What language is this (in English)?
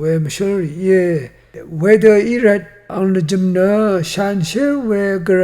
Rawang